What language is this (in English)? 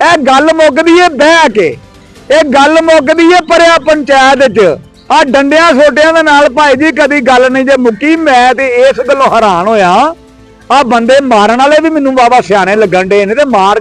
Western Panjabi